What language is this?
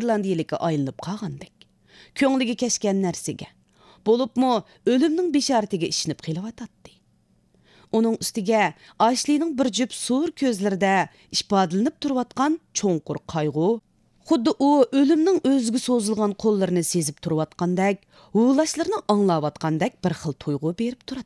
Uyghur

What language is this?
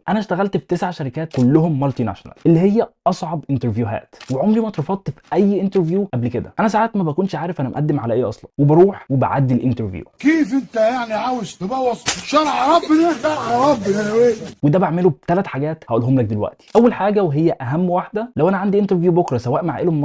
Egyptian Arabic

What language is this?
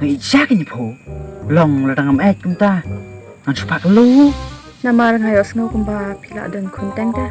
Khasi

